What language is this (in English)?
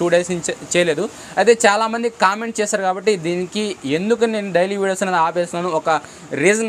Telugu